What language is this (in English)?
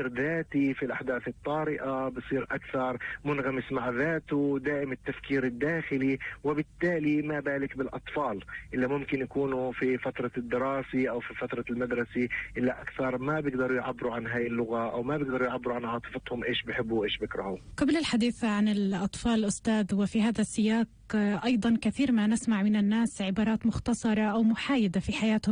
North Levantine Arabic